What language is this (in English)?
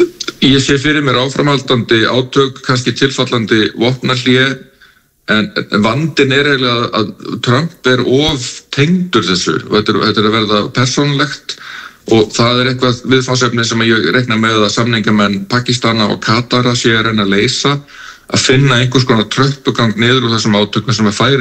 Icelandic